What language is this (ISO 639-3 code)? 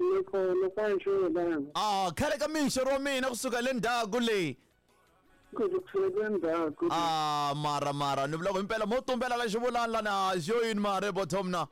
tso